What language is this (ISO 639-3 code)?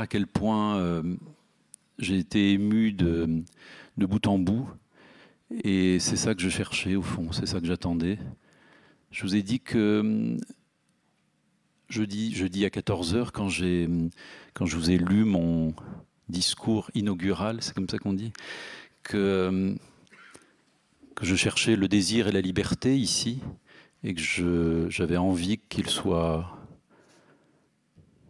fra